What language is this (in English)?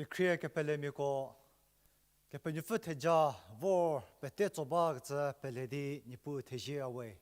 Angami Naga